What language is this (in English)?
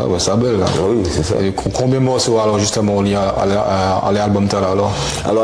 Guadeloupean Creole French